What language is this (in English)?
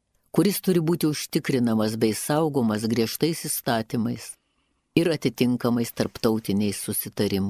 Lithuanian